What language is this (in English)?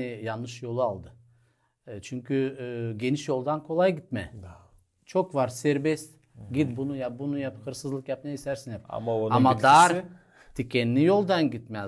Gagauz